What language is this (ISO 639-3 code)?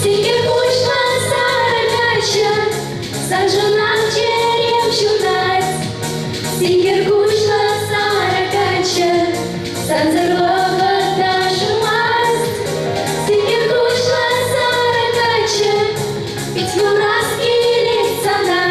chv